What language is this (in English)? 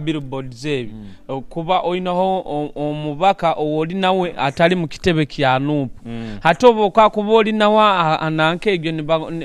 Nyoro